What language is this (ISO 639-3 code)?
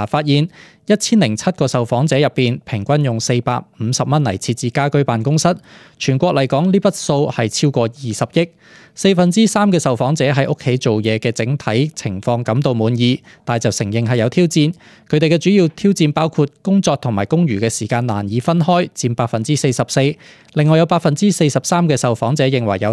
yue